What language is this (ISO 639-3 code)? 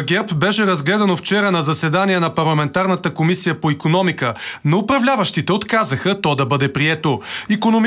bul